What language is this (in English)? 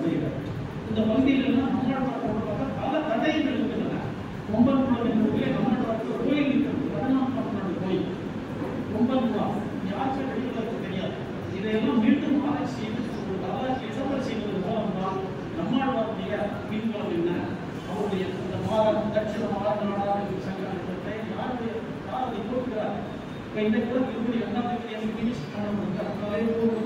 Tamil